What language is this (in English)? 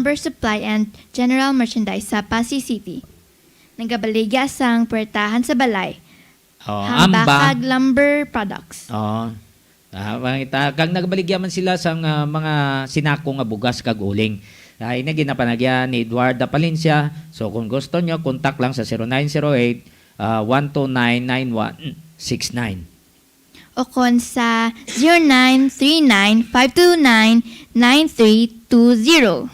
Hiligaynon